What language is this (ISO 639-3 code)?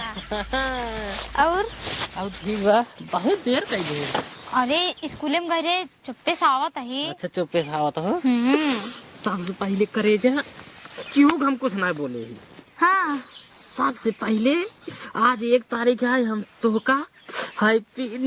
awa